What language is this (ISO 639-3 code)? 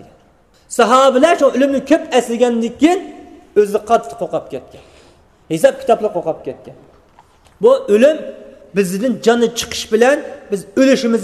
uig